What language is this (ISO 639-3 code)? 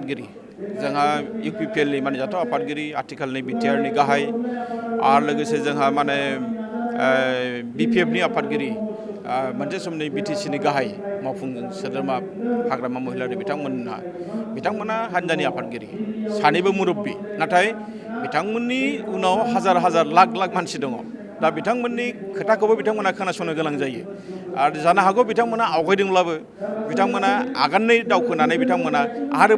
brx